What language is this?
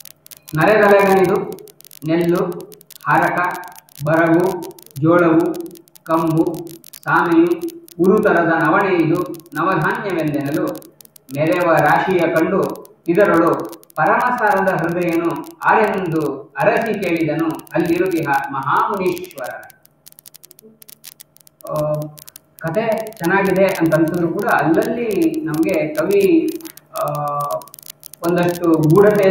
Kannada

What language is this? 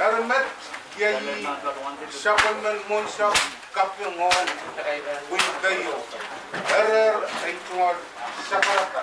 Pohnpeian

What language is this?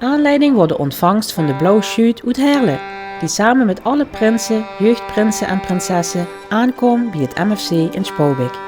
Limburgish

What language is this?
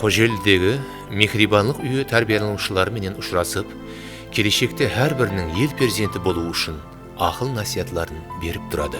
Kara-Kalpak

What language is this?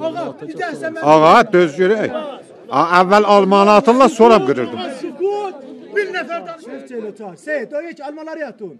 South Azerbaijani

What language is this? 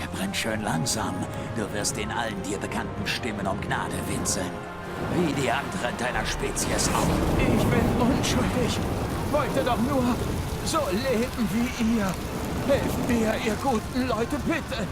Swiss German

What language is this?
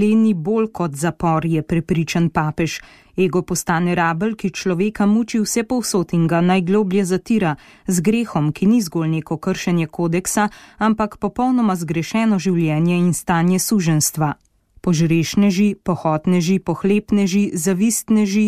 Slovenian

